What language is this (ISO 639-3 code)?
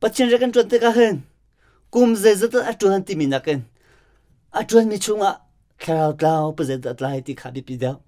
cnh